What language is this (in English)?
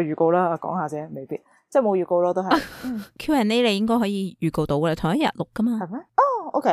Cantonese